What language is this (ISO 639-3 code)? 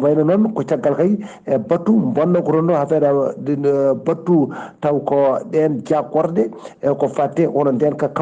ful